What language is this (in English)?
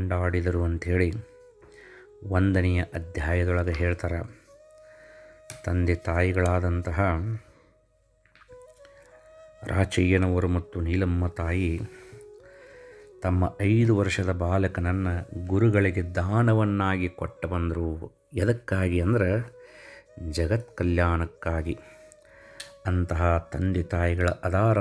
Kannada